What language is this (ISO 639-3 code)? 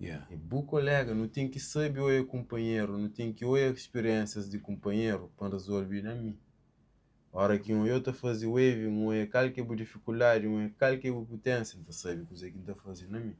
kea